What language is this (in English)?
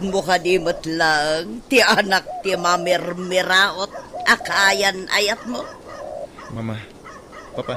Iloko